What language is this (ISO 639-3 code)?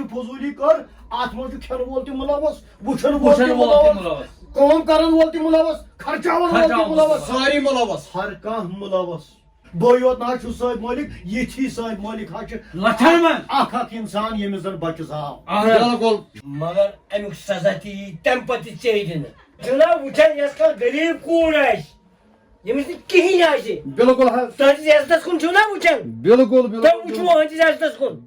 kas